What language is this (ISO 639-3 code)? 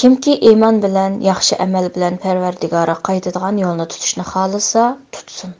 uig